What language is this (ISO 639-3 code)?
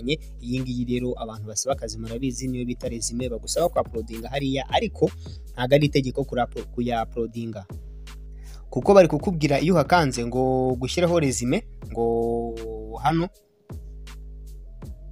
kin